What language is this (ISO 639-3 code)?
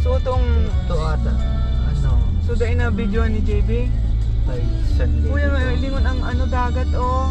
bik